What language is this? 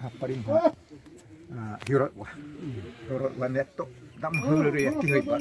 Xavánte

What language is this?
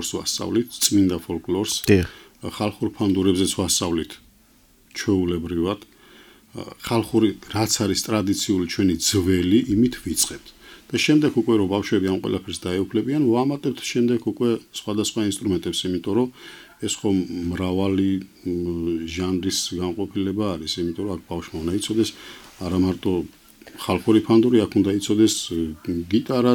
Georgian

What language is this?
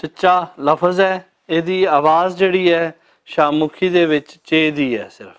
Western Panjabi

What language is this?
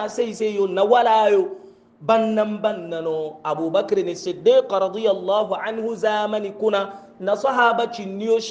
Hausa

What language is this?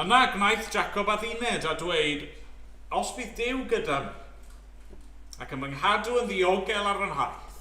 Welsh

